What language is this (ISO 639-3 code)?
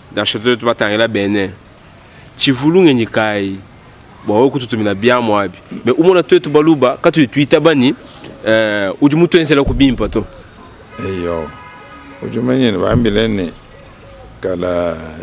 lua